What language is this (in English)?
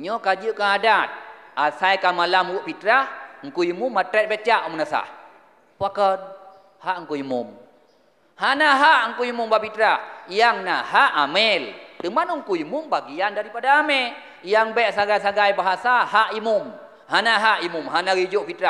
Achinese